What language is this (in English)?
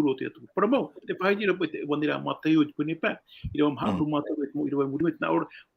Tahitian